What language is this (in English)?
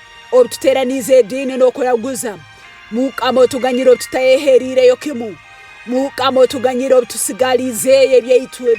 Tooro